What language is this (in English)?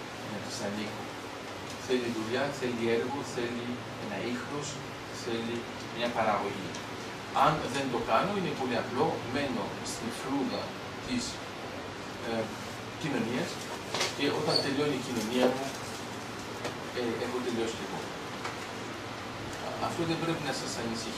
Greek